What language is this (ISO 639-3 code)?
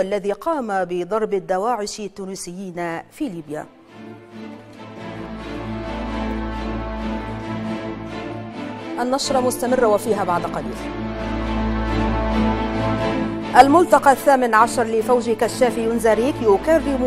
ara